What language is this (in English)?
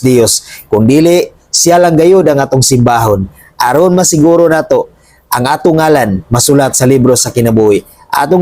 Cebuano